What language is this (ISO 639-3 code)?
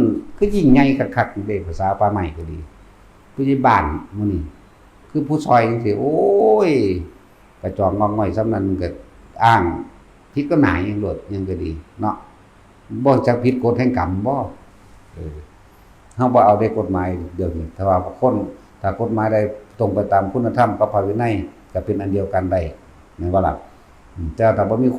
tts